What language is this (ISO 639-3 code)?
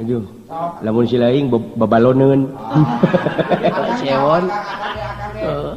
sun